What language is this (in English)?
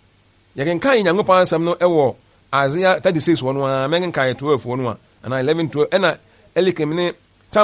Akan